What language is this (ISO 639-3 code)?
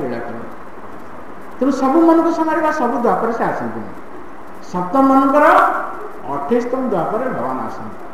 ori